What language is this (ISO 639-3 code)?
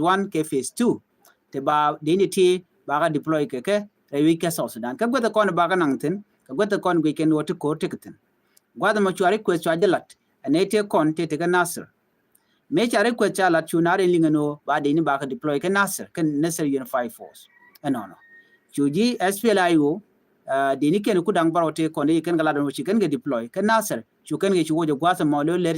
nus